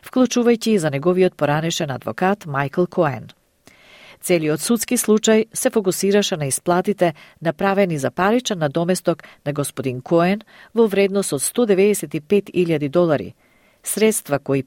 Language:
Macedonian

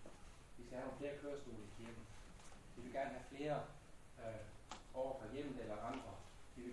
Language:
Danish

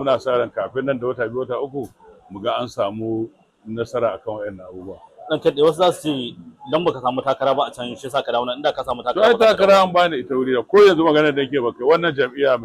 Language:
Hausa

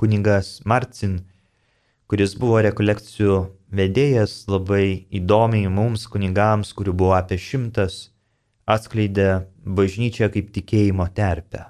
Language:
Lithuanian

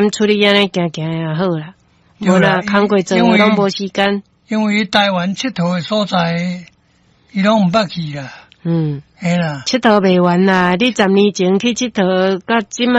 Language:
Min Nan Chinese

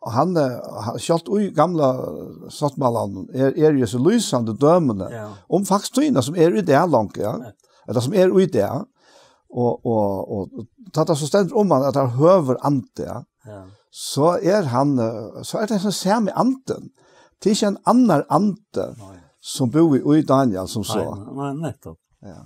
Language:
Faroese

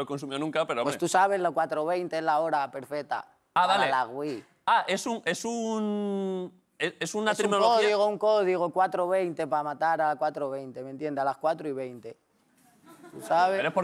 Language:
Spanish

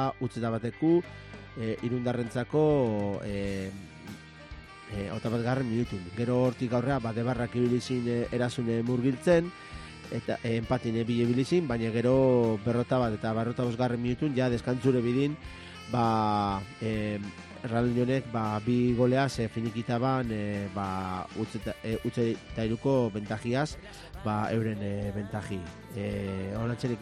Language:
Basque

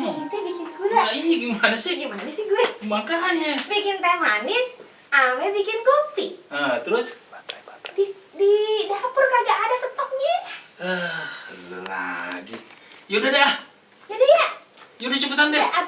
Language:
Betawi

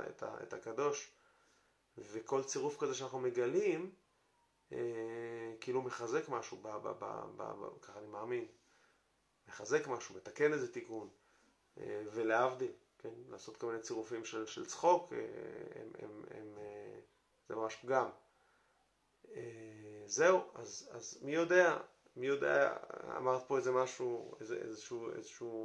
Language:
Hebrew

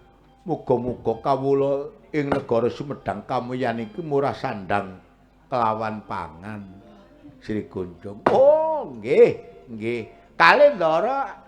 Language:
Javanese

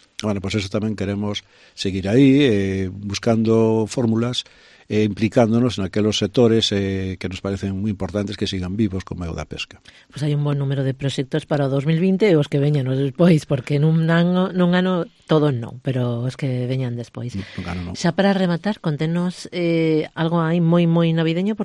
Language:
Galician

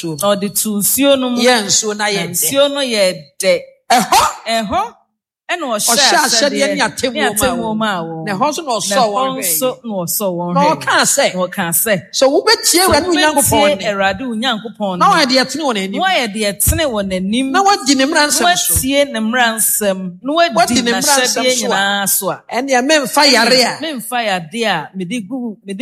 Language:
Akan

